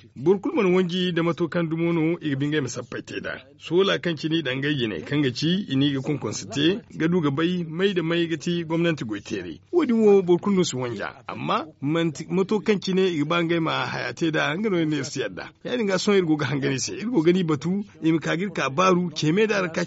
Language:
Zarma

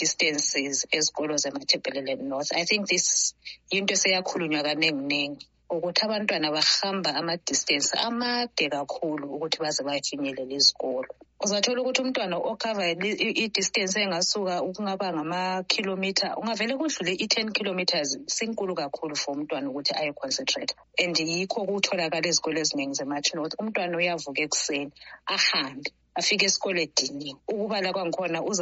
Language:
North Ndebele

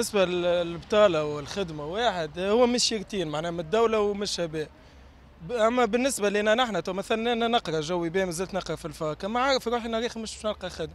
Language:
Tunisian Arabic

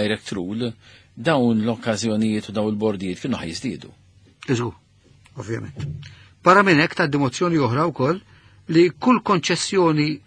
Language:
Maltese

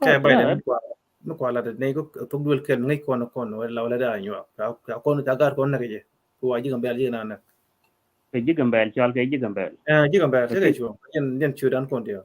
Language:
Nuer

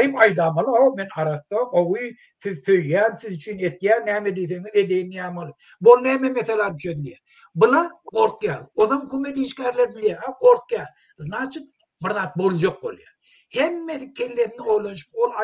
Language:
Turkmen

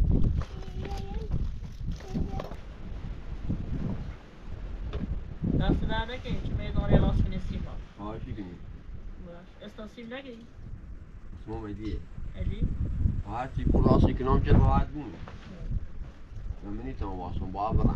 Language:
Persian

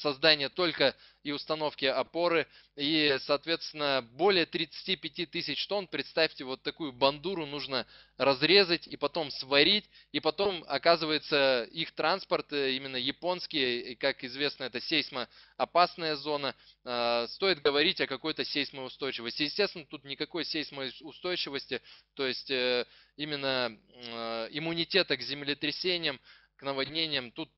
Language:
Russian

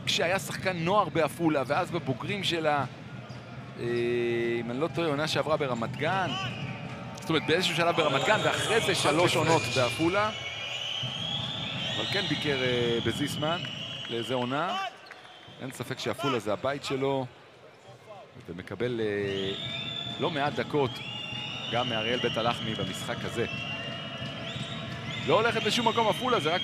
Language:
Hebrew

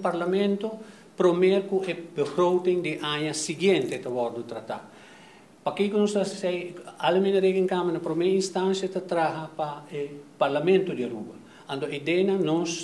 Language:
Papiamento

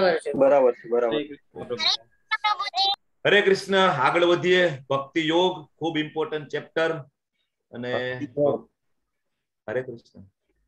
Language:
Gujarati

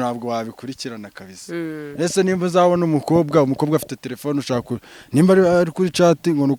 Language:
Kinyarwanda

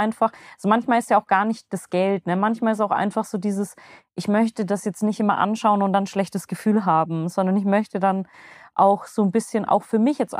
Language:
German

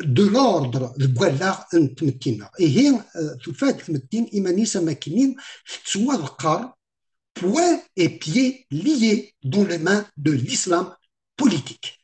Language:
Kabyle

